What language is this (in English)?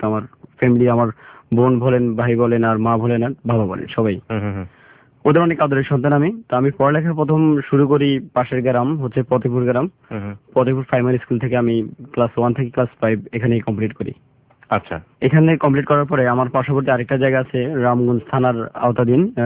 Bangla